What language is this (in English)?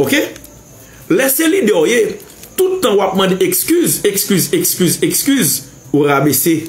Haitian Creole